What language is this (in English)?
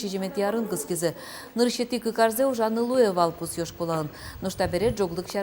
Udmurt